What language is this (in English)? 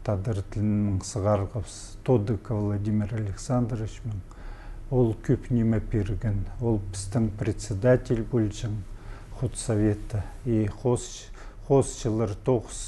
Khakas